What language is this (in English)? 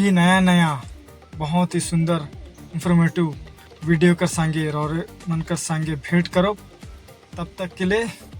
Sadri